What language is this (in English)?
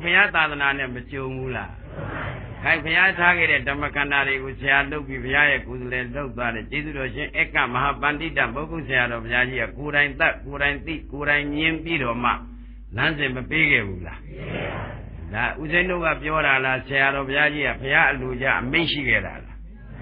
Burmese